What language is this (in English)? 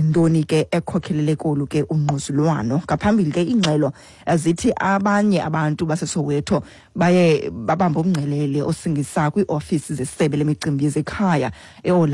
Xhosa